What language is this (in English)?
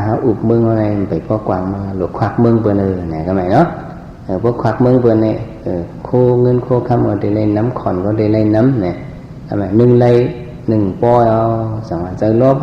Shan